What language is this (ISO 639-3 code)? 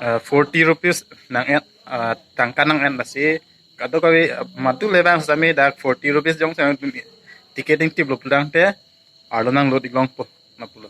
mjw